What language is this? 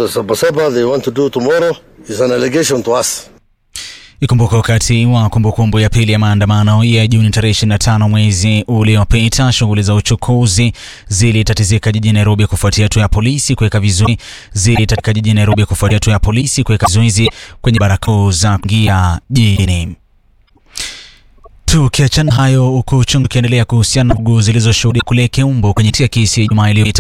Swahili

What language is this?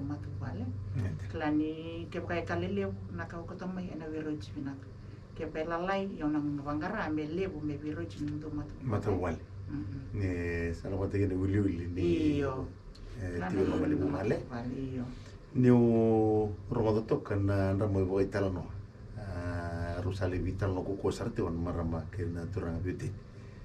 Fijian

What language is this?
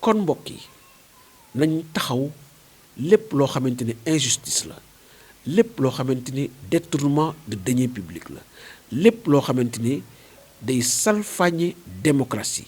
Wolof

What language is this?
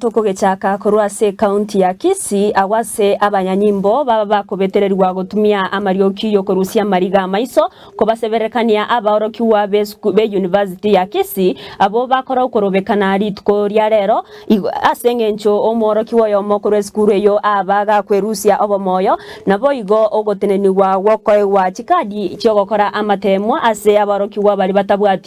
Gusii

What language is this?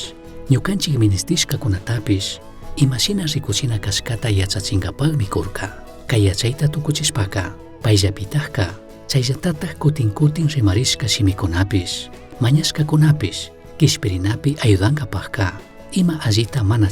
Chimborazo Highland Quichua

